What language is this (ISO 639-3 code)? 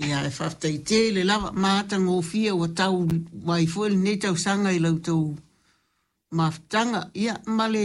smo